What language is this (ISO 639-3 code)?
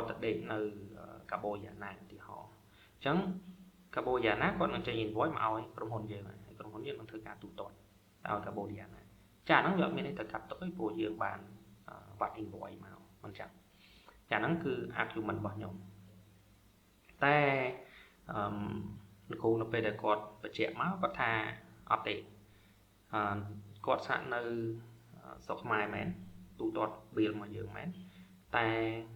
khm